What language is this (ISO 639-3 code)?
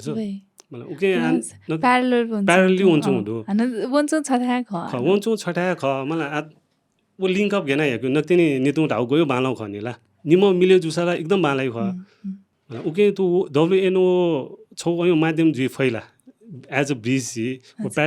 new